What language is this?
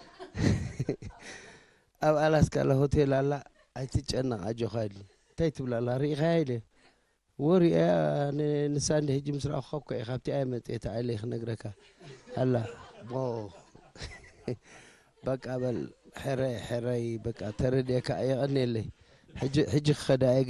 Tigrinya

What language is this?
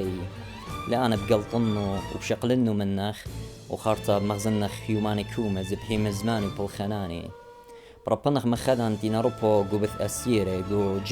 Assyrian Neo-Aramaic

